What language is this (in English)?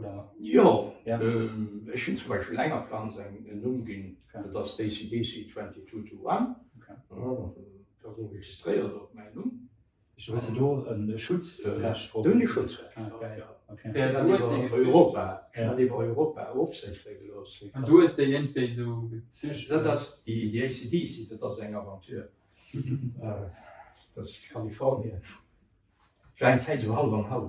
Luxembourgish